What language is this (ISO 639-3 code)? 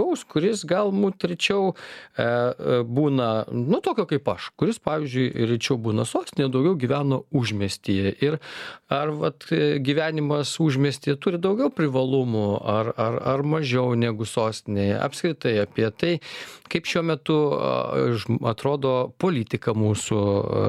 lit